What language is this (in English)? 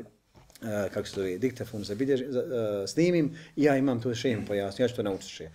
Bosnian